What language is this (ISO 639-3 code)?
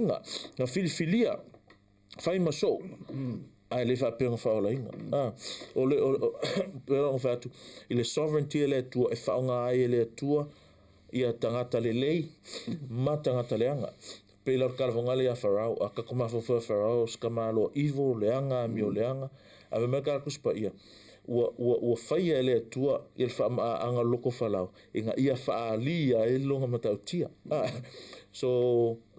smo